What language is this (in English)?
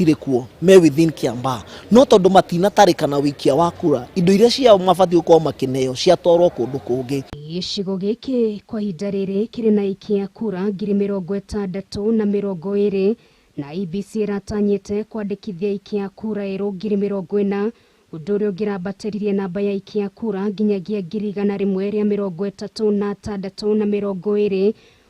Kikuyu